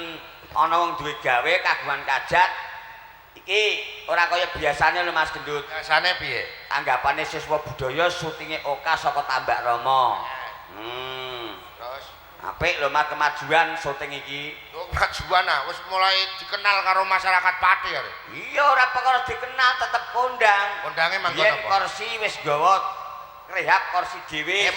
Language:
Javanese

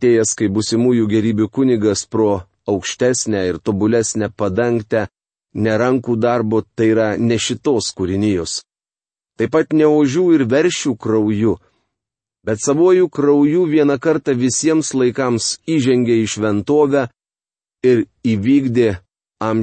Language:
Lithuanian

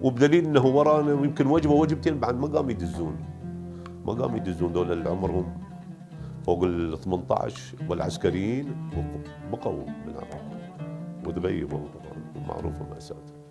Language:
Mesopotamian Arabic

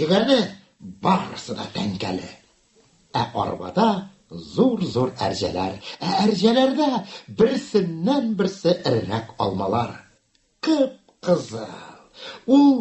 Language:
Tatar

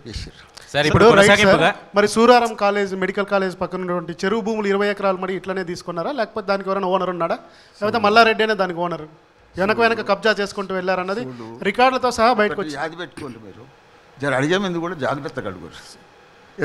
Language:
Telugu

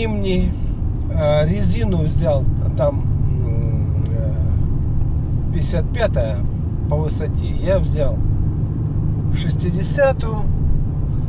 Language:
Russian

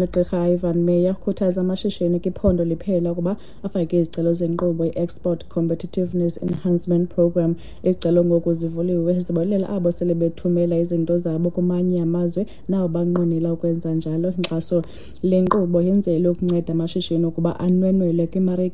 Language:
Xhosa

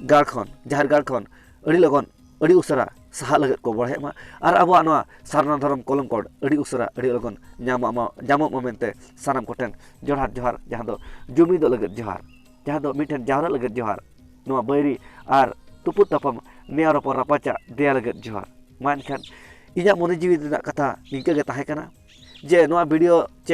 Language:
Santali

